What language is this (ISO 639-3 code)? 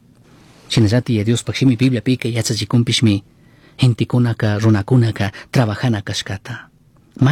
qug